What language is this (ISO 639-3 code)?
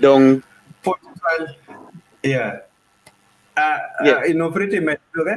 ach